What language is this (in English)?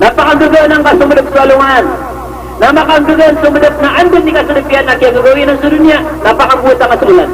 Maranao